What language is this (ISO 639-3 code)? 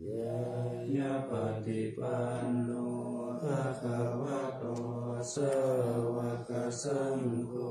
pli